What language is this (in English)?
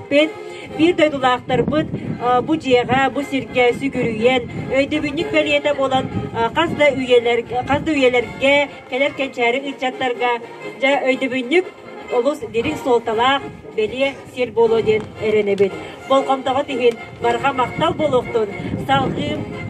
Yakut